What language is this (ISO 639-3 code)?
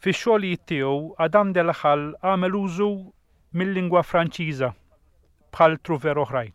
mlt